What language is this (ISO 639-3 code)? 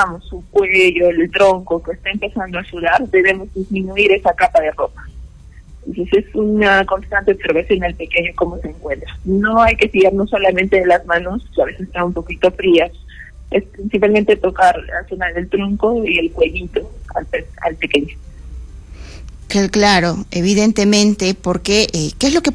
spa